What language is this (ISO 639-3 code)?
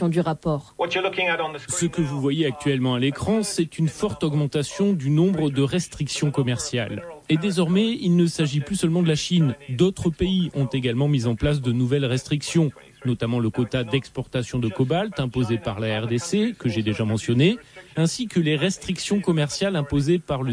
fra